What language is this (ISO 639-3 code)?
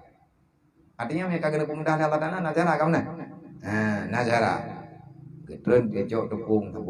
ace